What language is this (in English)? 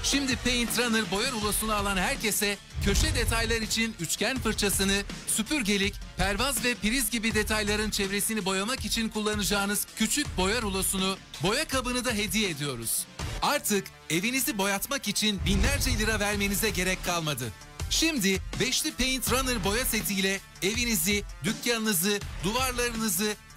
Turkish